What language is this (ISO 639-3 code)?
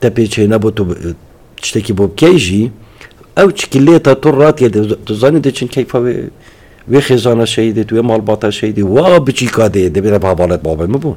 kur